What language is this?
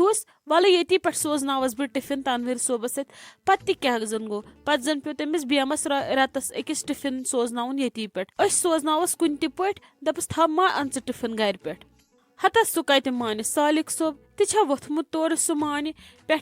Kashmiri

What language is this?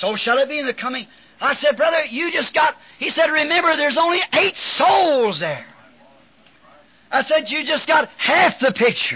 English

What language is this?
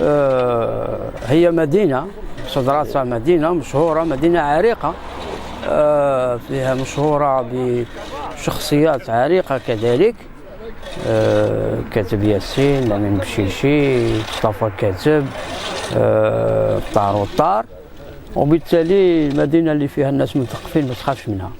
Algerian Arabic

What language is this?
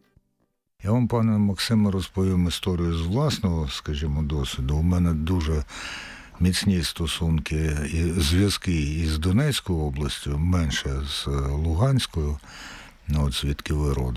Ukrainian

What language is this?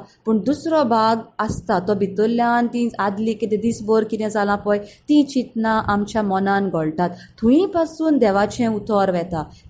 Konkani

